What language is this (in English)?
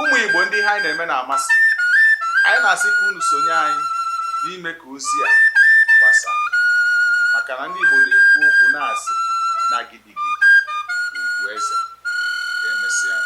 Igbo